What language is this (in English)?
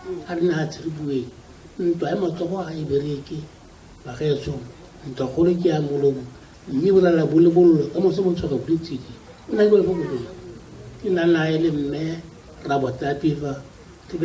Tswana